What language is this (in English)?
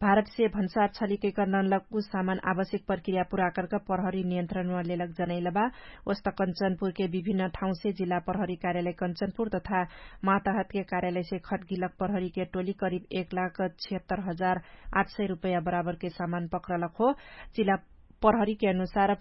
Dangaura Tharu